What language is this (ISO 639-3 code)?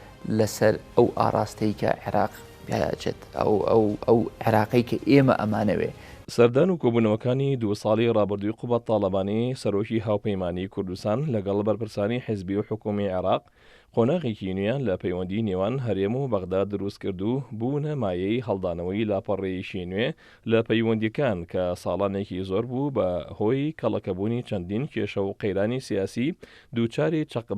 ckb